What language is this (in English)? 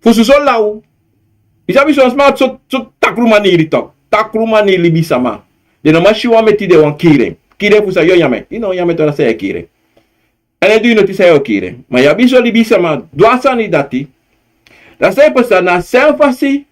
Sranan Tongo